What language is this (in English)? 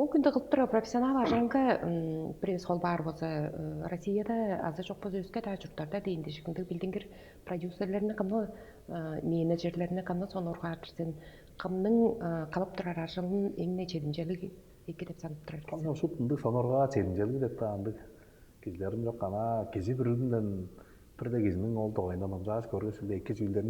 Tuvinian